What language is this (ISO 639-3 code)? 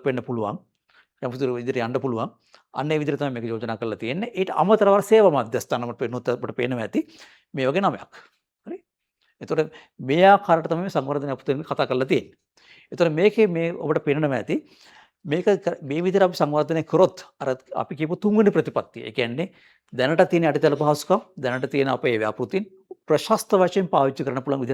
sin